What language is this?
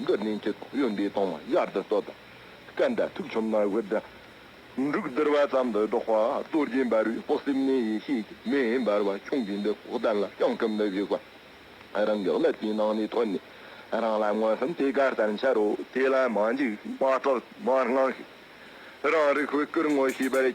Tibetan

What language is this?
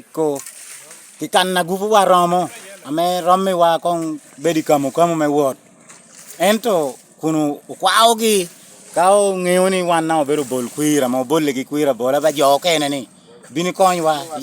Lango (Uganda)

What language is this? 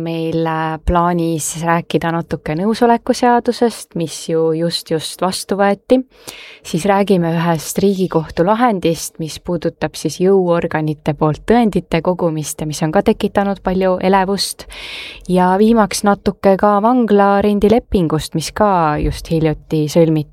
Estonian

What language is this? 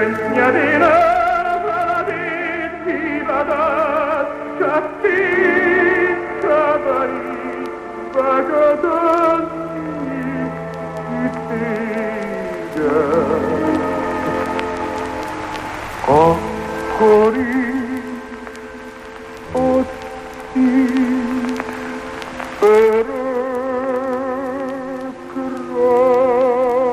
Hungarian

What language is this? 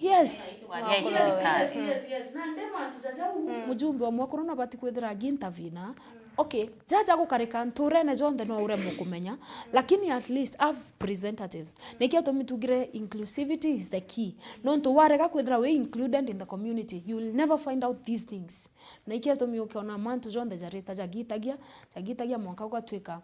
Meru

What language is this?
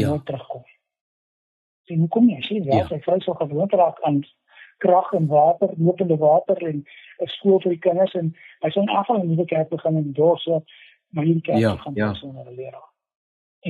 Afrikaans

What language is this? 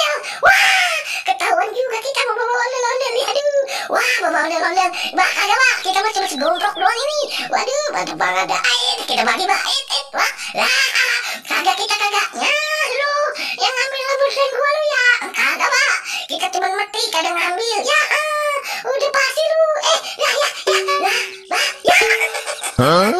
Betawi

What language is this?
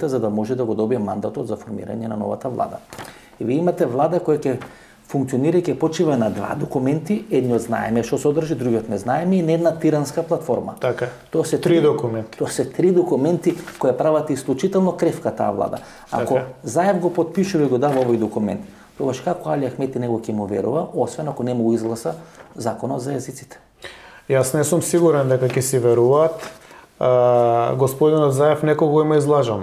Macedonian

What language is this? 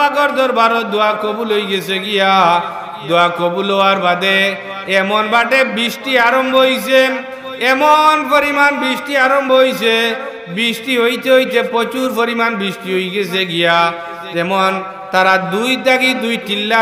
Sylheti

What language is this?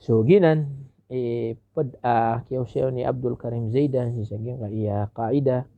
Maranao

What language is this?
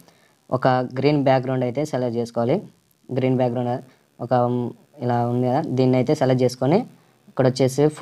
Telugu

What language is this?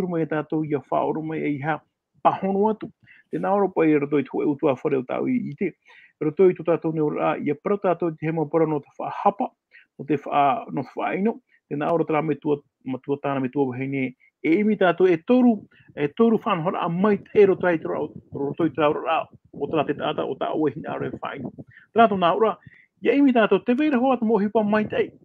Tahitian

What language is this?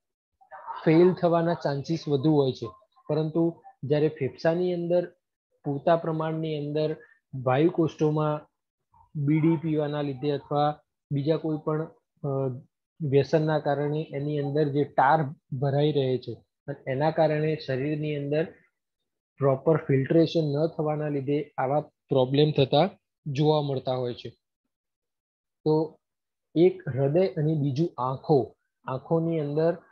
Gujarati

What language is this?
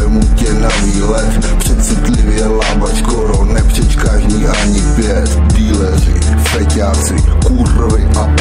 Czech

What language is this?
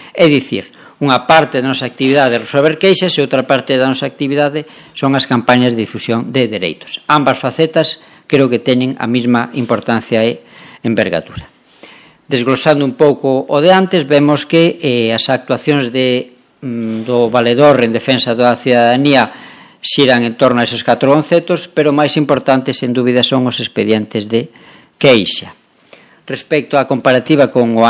Galician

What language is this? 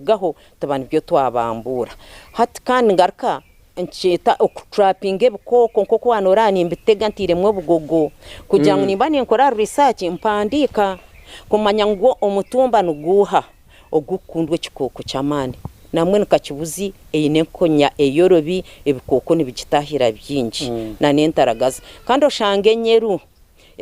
Nyankole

